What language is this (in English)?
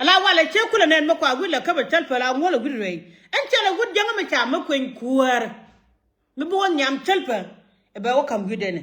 Nuer